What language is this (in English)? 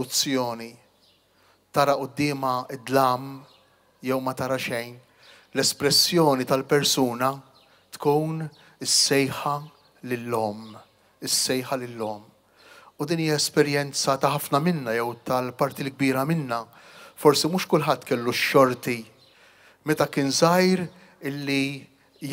Maltese